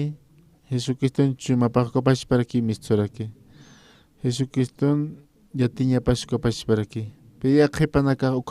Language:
Aymara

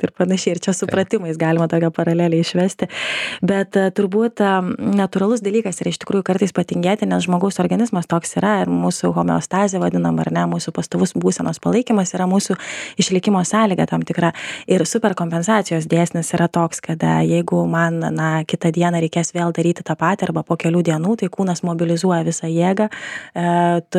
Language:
Lithuanian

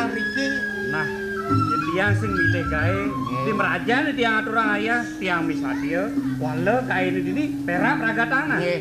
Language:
Balinese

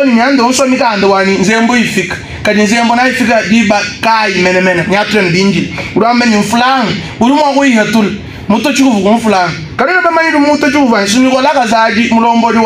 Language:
Luba-Lulua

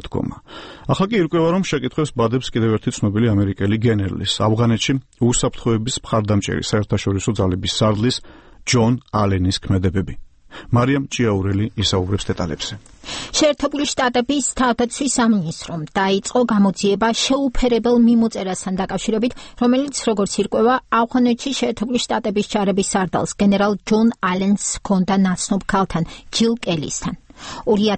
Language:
Georgian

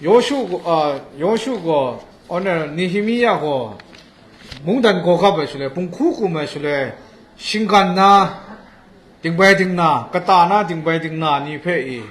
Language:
Kachin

